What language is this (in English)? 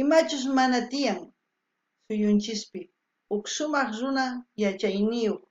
South Bolivian Quechua